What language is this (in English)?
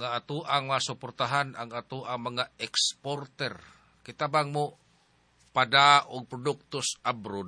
Cebuano